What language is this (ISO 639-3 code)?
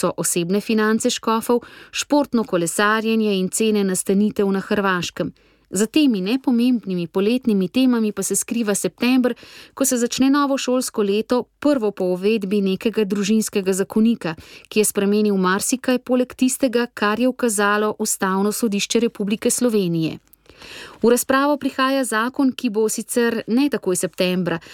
slv